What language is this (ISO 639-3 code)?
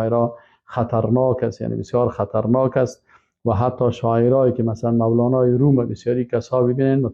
fas